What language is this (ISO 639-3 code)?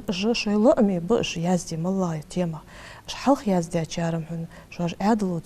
inh